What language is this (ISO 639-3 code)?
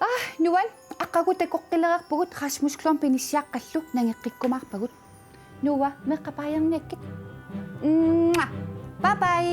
kal